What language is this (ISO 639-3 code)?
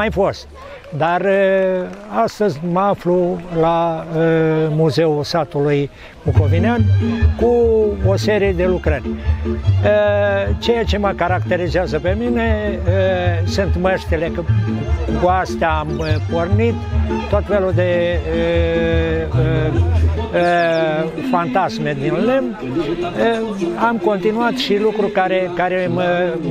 ron